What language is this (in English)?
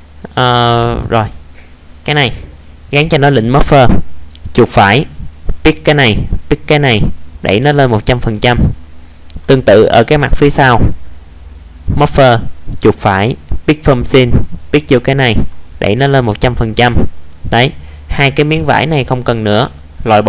Vietnamese